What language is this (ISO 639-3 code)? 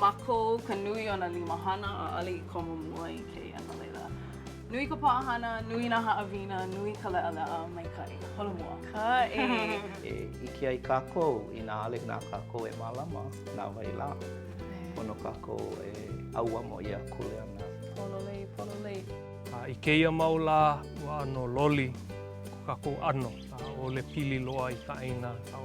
haw